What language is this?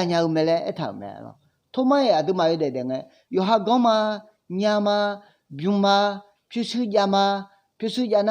Akha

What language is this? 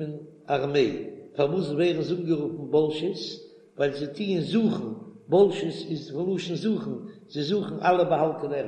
Yiddish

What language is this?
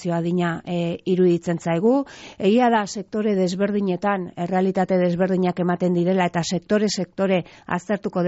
Basque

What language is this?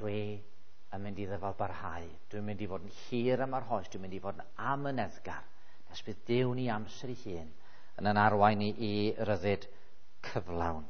Welsh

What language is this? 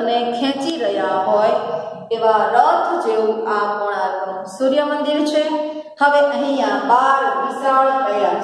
Gujarati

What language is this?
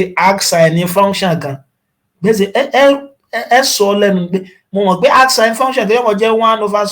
Yoruba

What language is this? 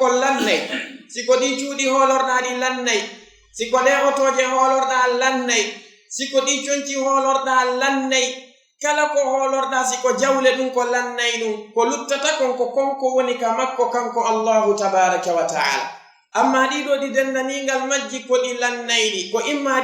Fula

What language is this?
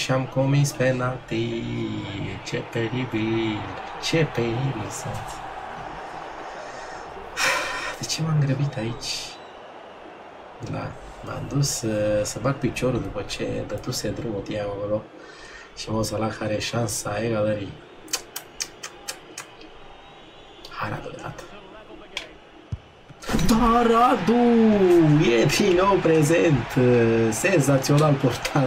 Romanian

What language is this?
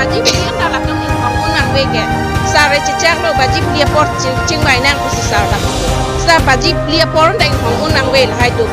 Karbi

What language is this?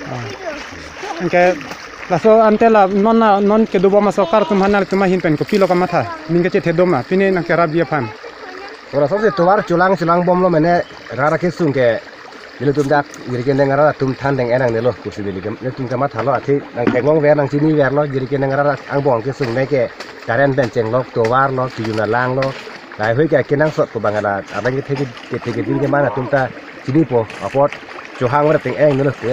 Karbi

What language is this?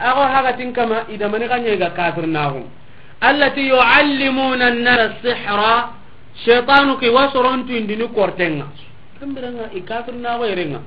Soninke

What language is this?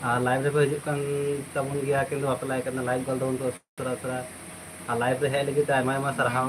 Santali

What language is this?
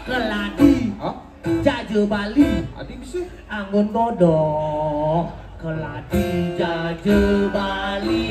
Balinese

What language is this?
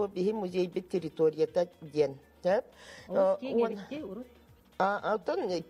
Yakut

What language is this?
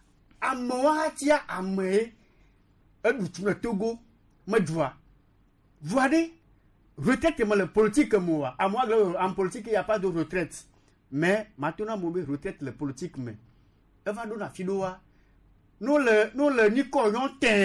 Gen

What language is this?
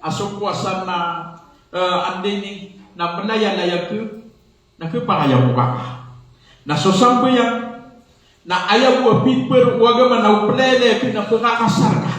Maranao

